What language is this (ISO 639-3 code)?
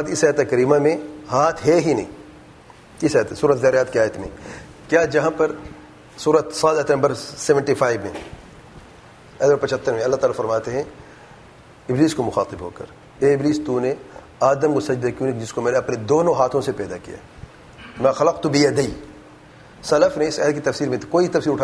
urd